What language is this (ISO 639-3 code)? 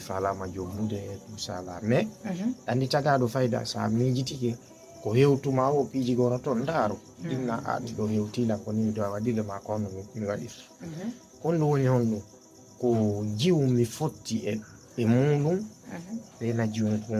ful